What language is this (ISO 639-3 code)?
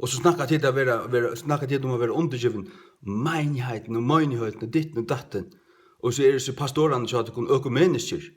fao